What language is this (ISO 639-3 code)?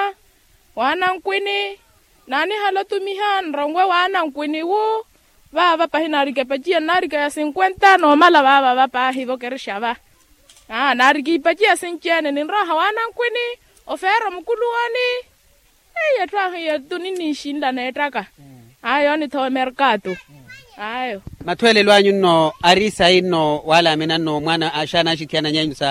vmw